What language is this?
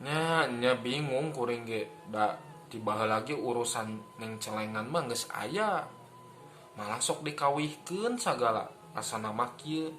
Sundanese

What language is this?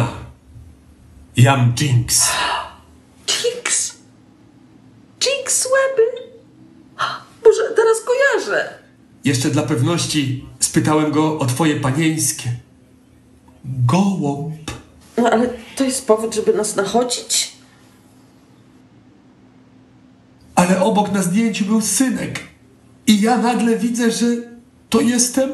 Polish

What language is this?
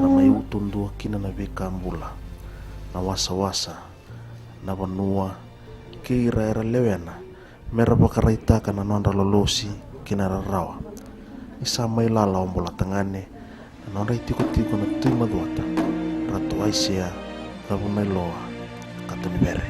Fijian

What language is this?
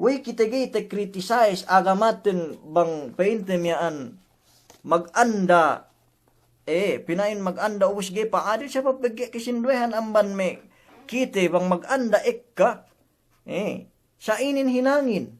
Yakan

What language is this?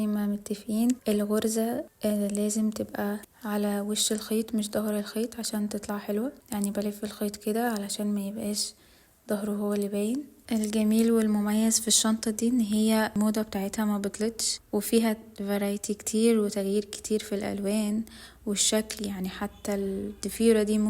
Egyptian Arabic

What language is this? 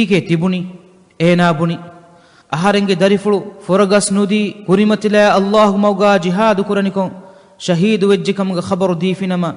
Divehi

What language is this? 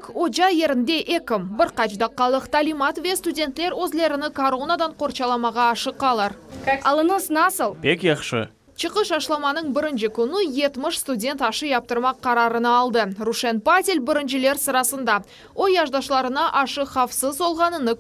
Crimean Tatar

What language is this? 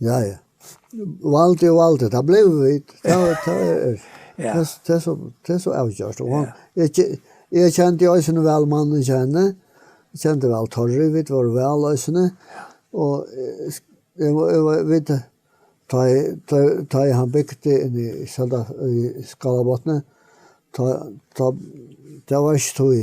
Faroese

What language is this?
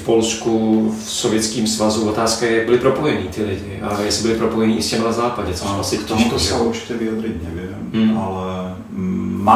Czech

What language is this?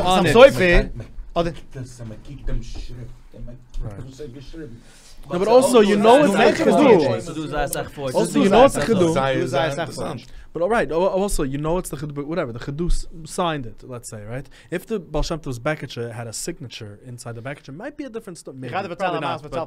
Yiddish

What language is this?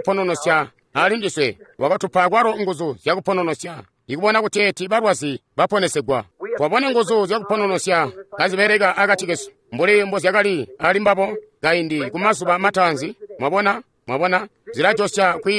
Tonga (Zambia)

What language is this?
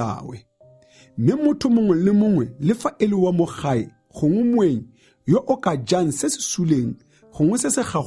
Tswana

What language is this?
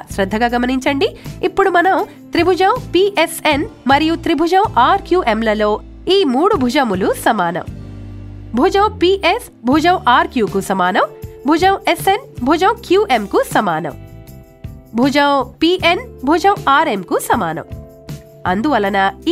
Telugu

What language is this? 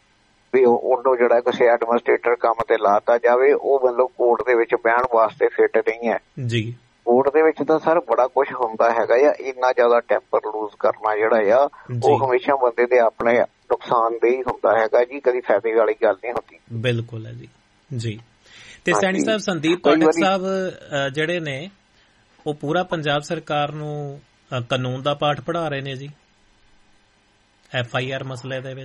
Punjabi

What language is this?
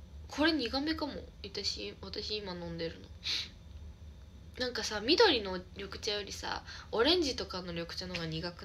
Japanese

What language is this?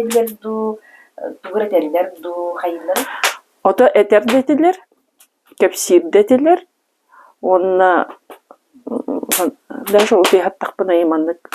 Yakut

